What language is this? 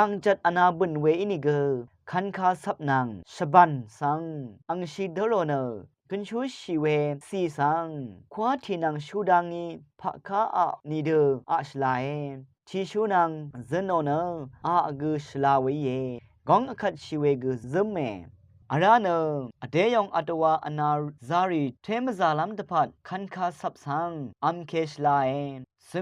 Rawang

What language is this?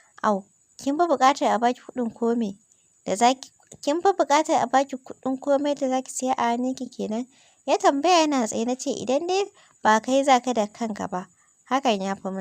Hausa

